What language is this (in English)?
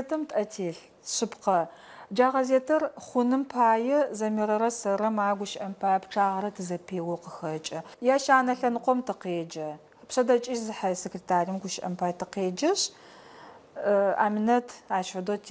Adyghe